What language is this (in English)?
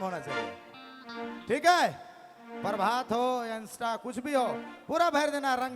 Sadri